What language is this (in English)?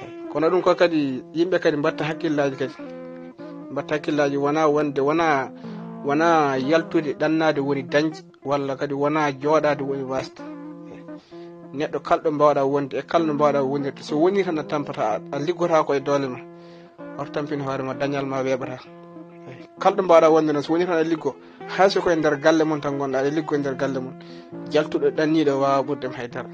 Fula